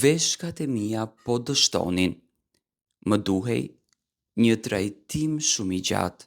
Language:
Albanian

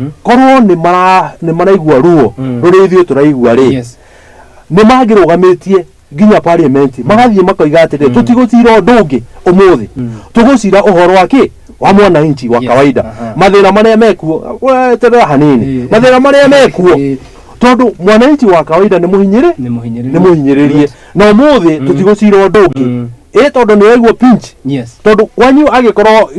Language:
Kikuyu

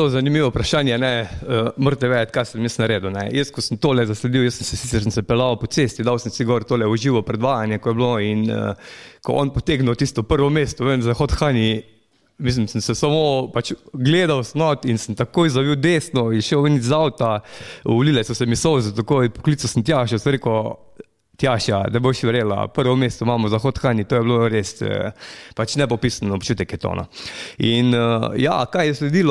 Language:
Slovenian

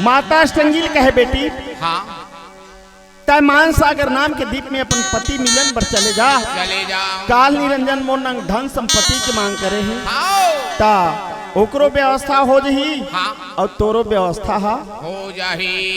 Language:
Chhattisgarhi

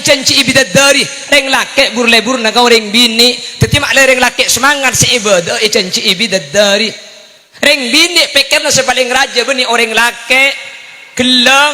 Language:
Madurese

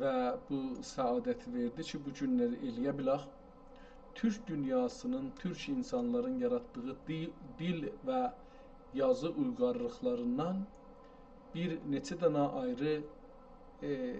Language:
South Azerbaijani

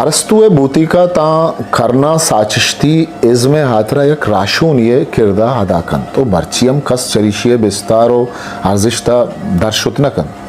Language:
Eastern Balochi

